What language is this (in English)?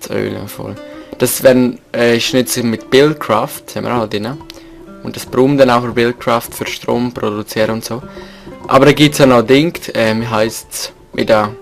Swiss German